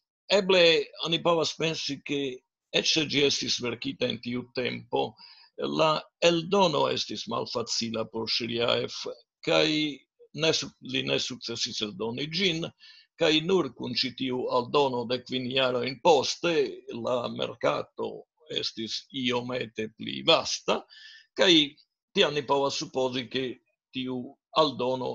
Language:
Esperanto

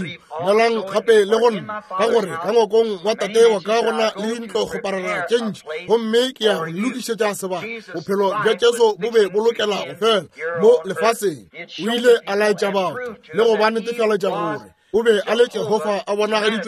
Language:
Northern Sotho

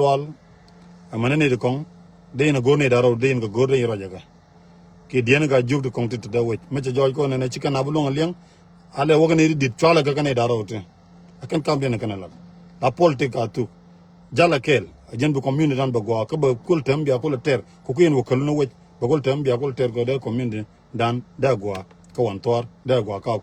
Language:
Nuer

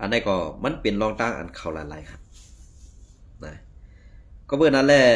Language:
Shan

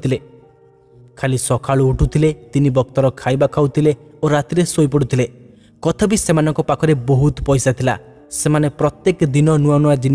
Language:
Odia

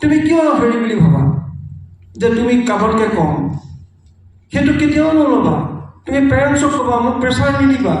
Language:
Assamese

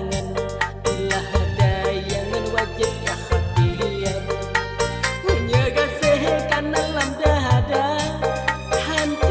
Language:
Achinese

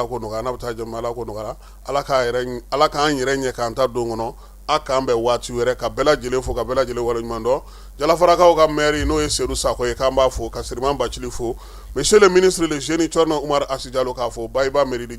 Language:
Bambara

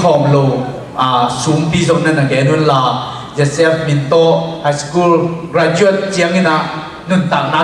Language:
Tedim Chin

